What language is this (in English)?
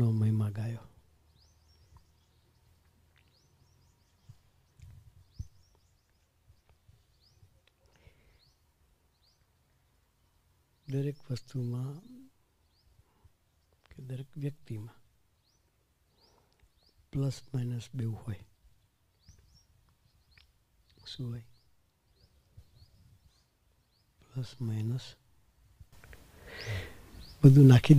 Gujarati